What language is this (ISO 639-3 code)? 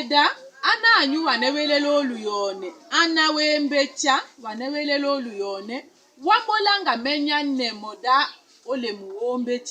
tll